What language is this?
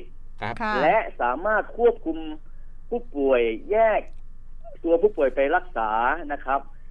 Thai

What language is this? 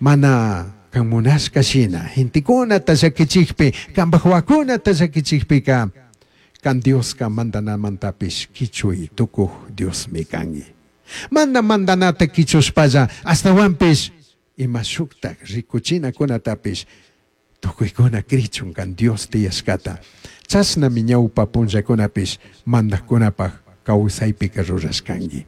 Chimborazo Highland Quichua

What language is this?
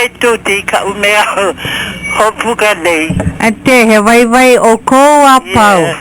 Hawaiian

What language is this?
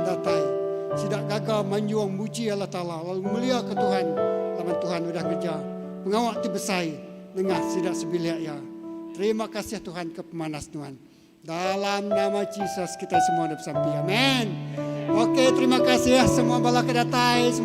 Iban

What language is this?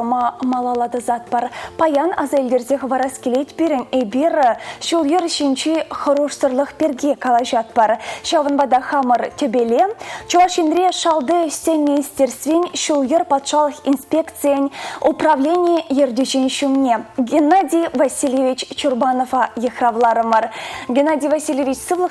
Chuvash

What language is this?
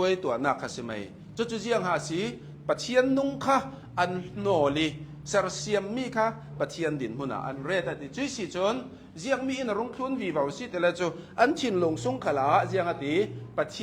Hakha Chin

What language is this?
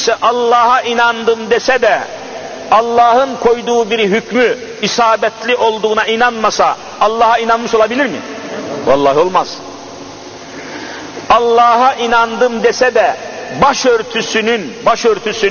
Turkish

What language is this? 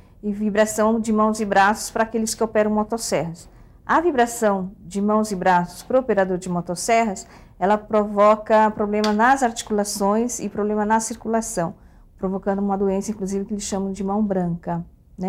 Portuguese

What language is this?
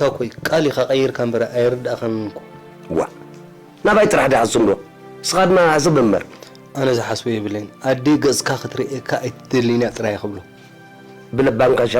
Tigrinya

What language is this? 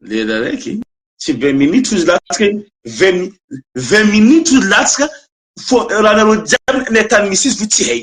Malagasy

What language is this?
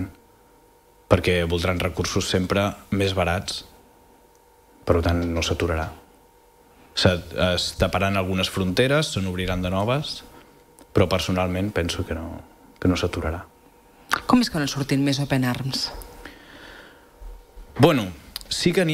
Catalan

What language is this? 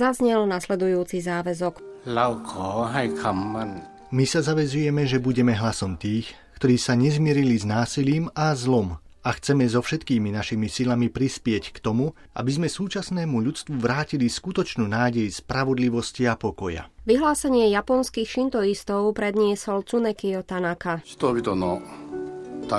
Slovak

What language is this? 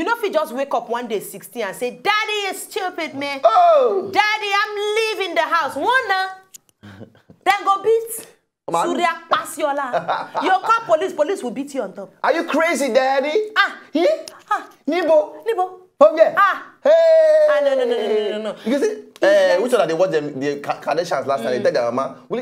Nigerian Pidgin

